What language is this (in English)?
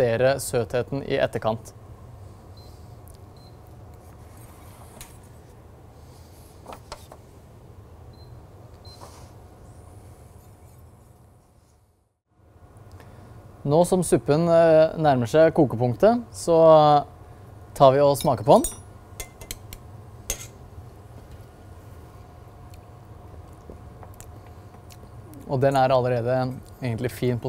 Norwegian